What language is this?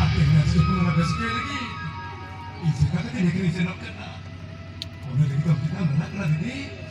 Santali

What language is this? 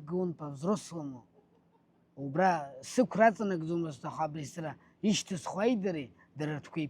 Abkhazian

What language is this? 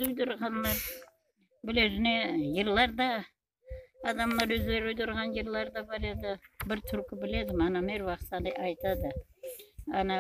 Crimean Tatar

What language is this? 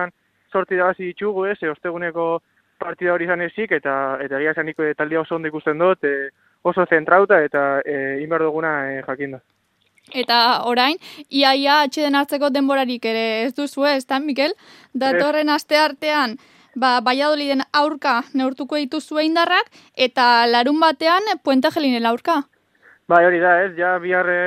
Basque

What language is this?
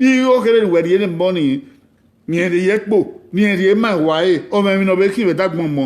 Bini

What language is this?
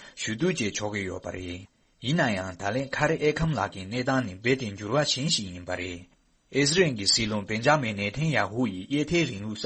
Tibetan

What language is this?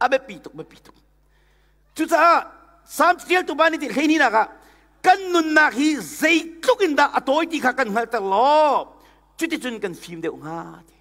Hakha Chin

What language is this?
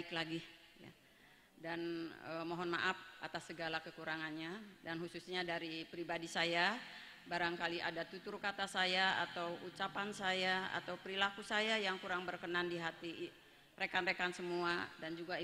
Indonesian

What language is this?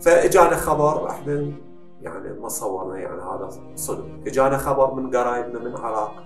Mesopotamian Arabic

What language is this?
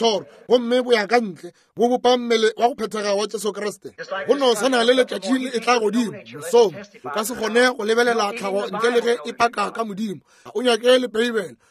Northern Sotho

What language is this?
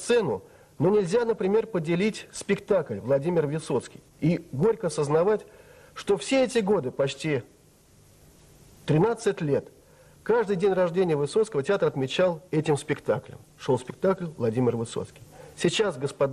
Russian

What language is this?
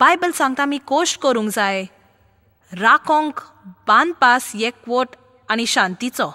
Konkani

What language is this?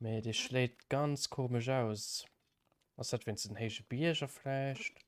Luxembourgish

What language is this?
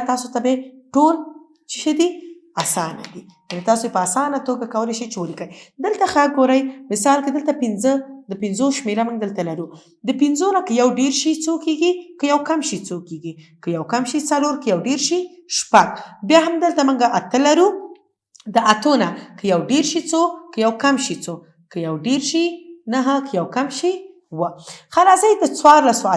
Pashto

